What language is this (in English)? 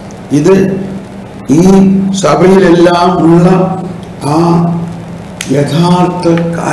Malayalam